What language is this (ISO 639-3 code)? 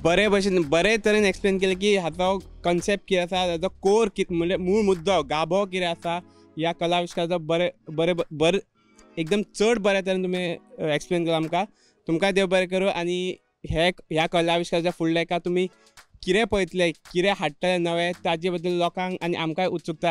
kok